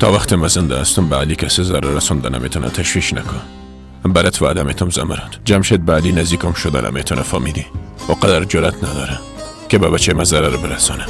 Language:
Persian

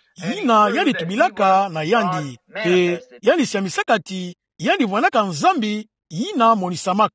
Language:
Kituba (Democratic Republic of Congo)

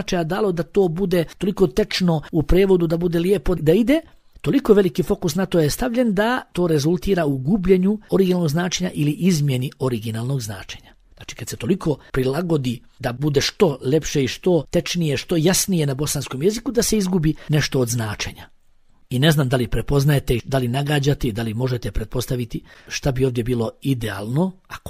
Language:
Bosnian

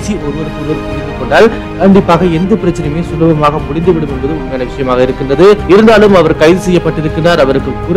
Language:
Tamil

